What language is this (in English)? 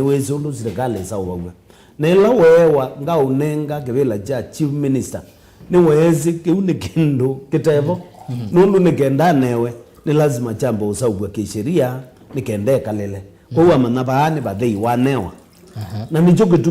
Kamba